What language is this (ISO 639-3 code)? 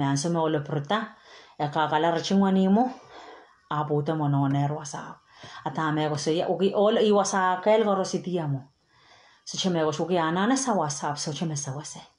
pon